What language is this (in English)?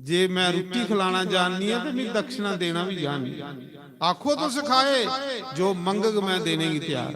Dogri